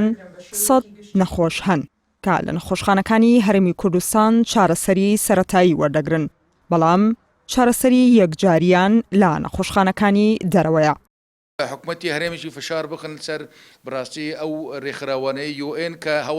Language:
Central Kurdish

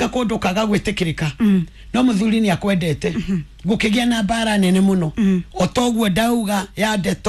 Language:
Kikuyu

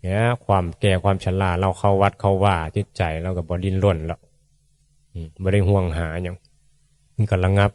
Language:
Northeastern Thai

